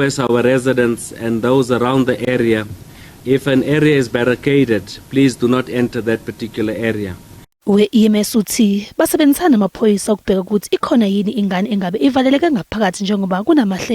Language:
Zulu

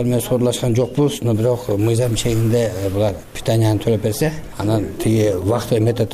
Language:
Kyrgyz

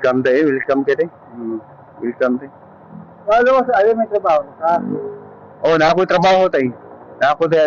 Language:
Cebuano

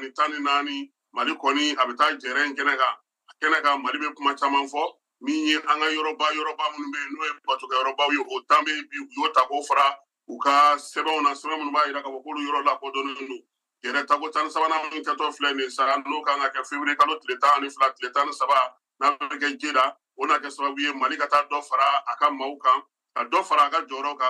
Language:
Bambara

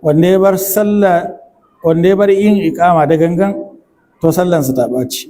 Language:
Hausa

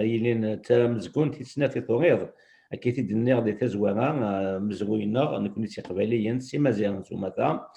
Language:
Kabyle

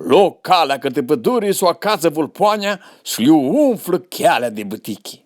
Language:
Aromanian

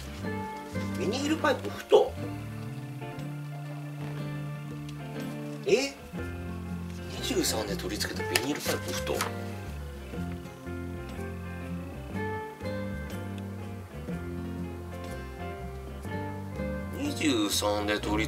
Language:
Japanese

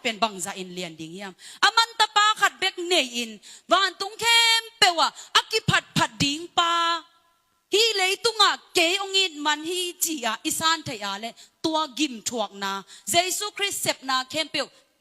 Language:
Tedim Chin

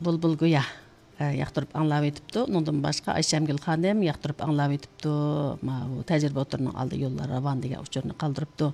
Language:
Uyghur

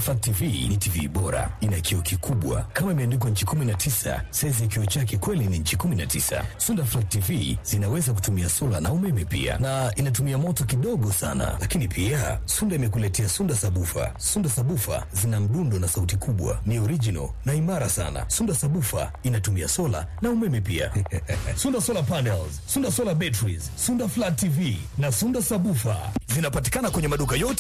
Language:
Swahili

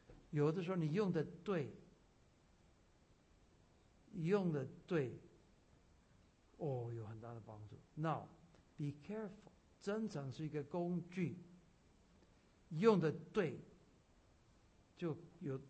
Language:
Chinese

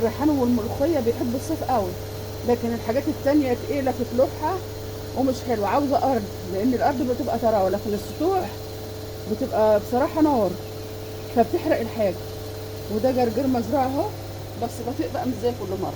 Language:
Egyptian Arabic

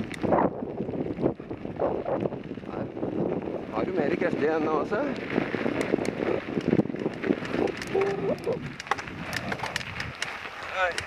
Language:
Norwegian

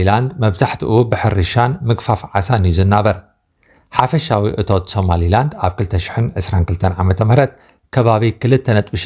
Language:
Tigrinya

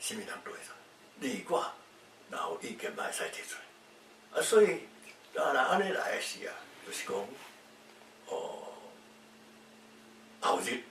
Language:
Min Nan Chinese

